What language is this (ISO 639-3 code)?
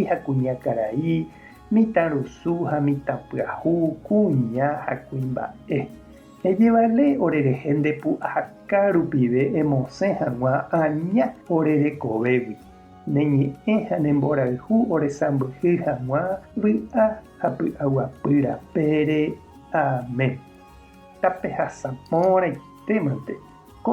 grn